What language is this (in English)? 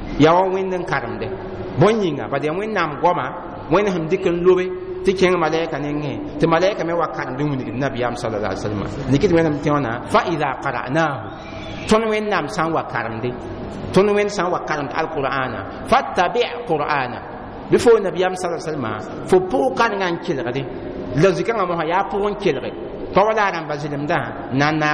Mossi